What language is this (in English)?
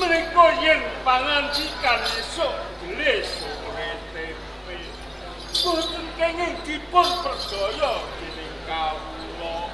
Javanese